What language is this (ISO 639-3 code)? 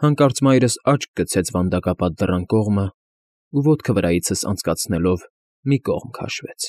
hye